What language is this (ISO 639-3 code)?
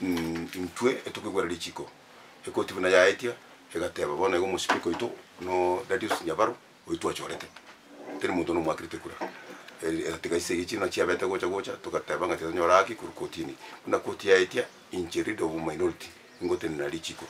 guz